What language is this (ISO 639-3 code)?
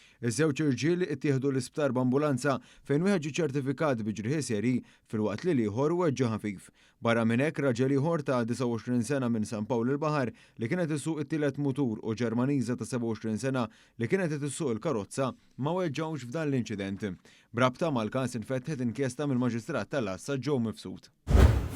mlt